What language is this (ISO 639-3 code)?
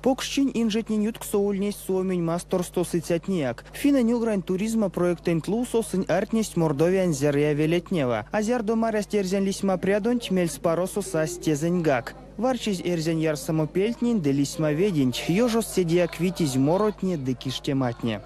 myv